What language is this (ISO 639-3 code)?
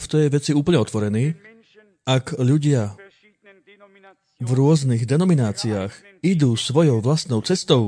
slk